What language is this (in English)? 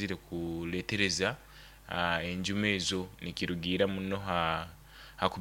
Nyoro